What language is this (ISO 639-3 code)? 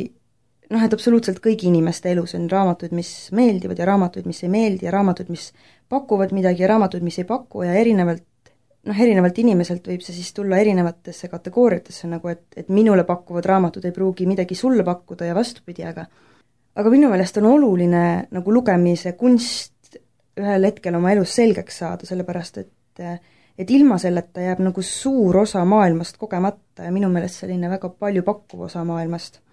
est